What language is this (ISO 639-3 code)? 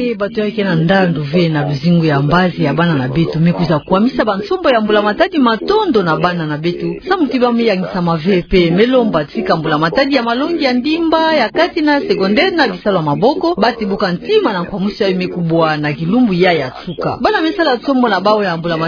ktu